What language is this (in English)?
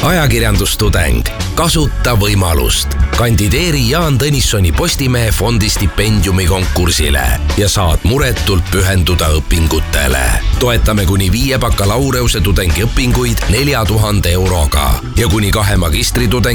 Estonian